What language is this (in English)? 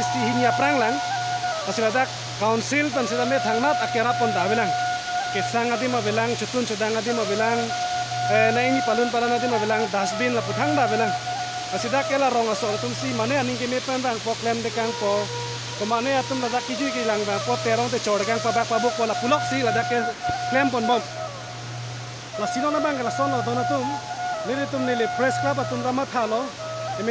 Karbi